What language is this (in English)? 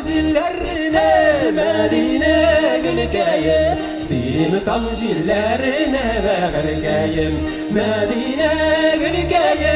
Tatar